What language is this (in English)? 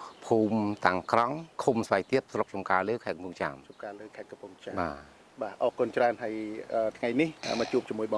Khmer